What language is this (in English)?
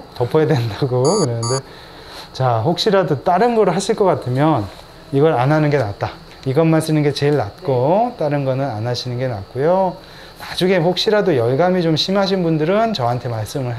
Korean